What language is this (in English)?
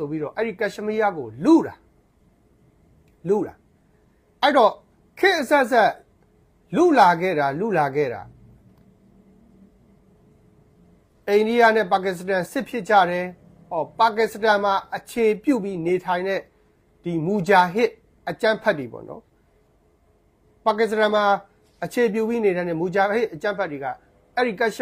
Burmese